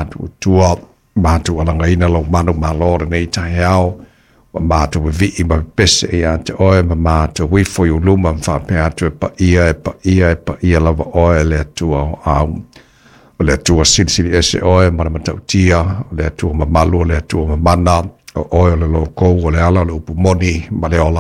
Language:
Samoan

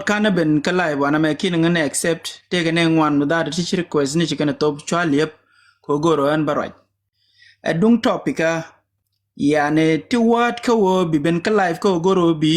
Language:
Nuer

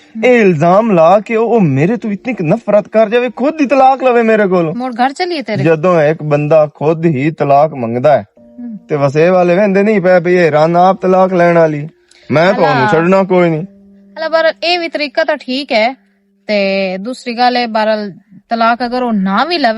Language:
Western Panjabi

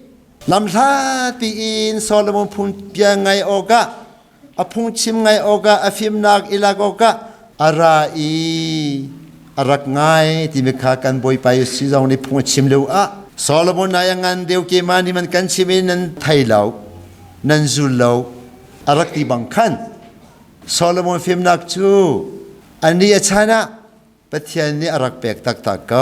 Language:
Hakha Chin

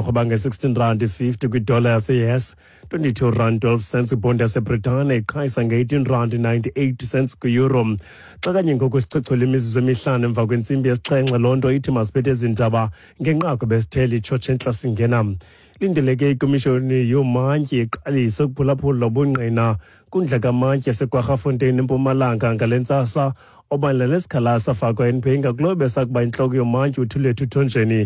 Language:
Xhosa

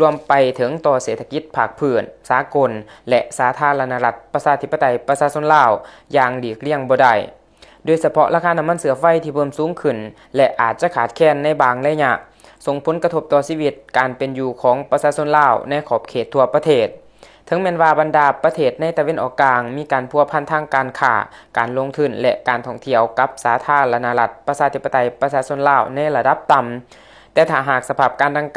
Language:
Lao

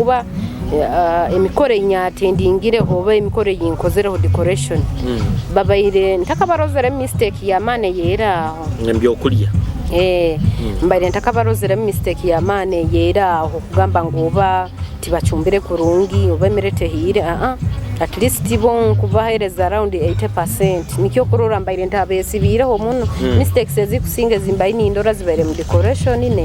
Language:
Nyoro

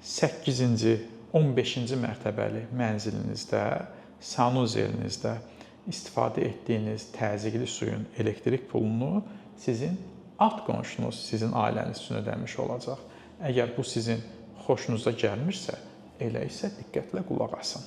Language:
Azerbaijani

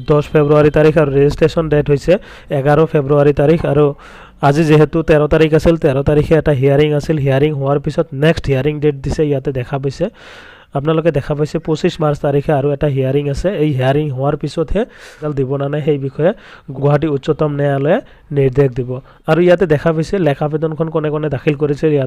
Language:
Assamese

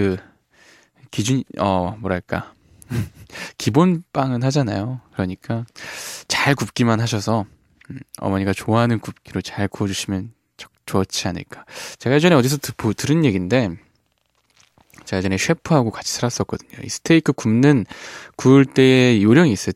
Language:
Korean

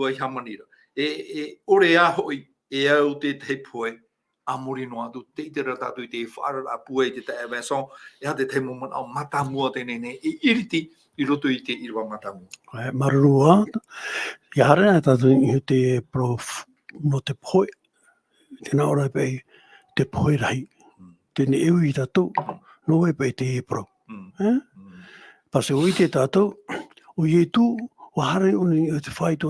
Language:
Tahitian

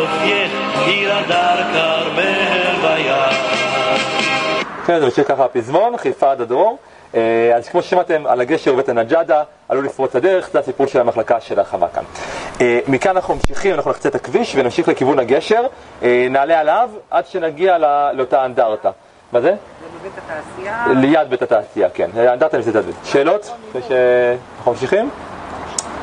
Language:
Hebrew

